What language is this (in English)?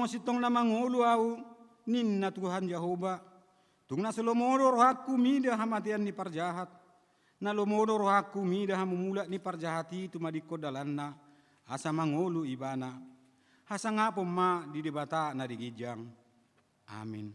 Batak Toba